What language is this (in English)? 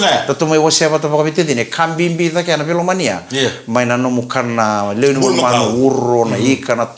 Fijian